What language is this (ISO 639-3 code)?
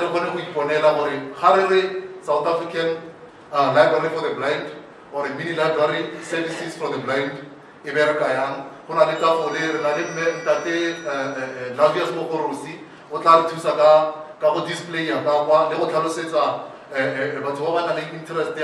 tsn